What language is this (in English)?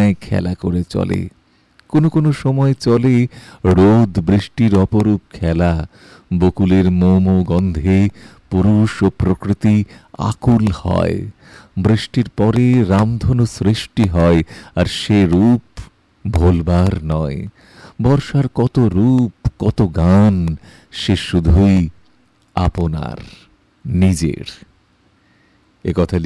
Bangla